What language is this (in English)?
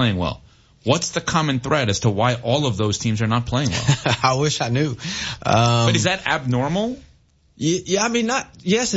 English